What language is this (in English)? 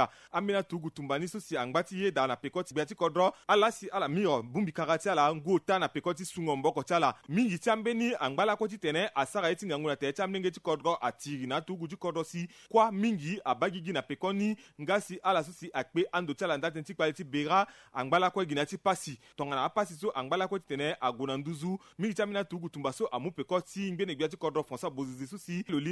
Sango